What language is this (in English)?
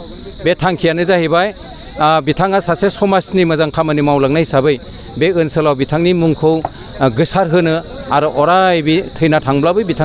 Bodo